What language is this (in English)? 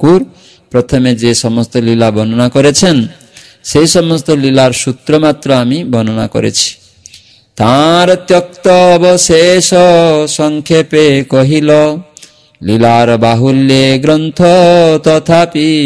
Bangla